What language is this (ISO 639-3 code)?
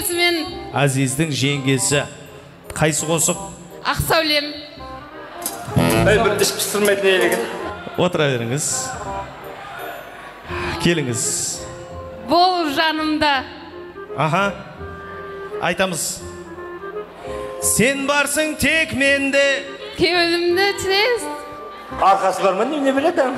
kaa